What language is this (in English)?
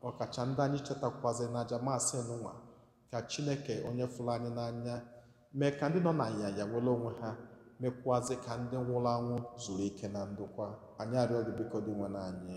Igbo